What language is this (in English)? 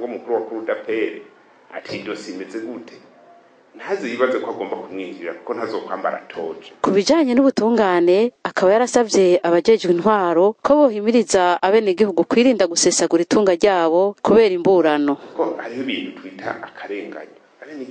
Rundi